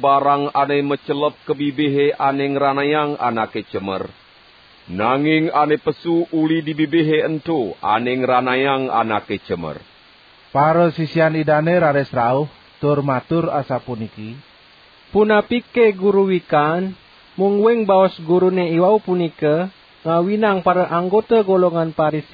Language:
Balinese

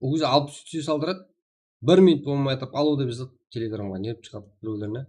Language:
Kara-Kalpak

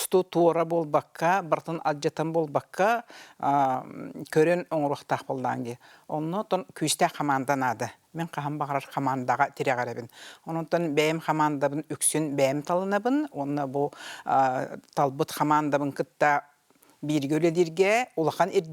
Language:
Yakut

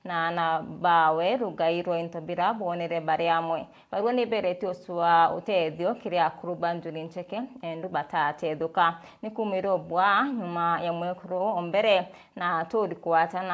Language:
Meru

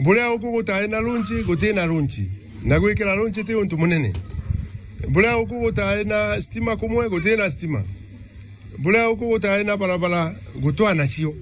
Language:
Meru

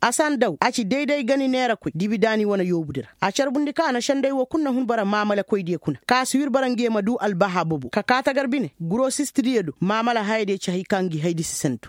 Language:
Koyraboro Senni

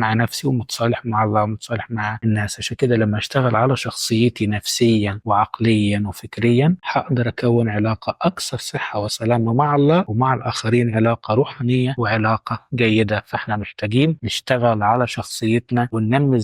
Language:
Egyptian Arabic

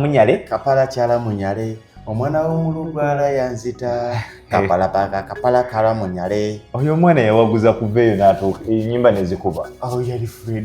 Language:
Ganda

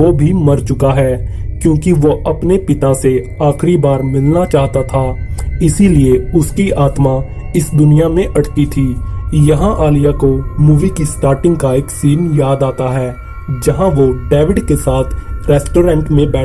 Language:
Hindi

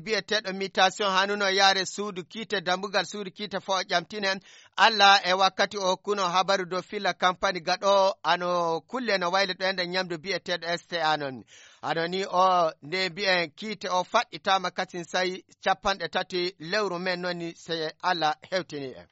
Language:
Nigerian Fulfulde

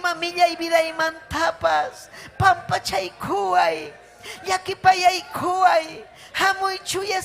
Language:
Ayacucho Quechua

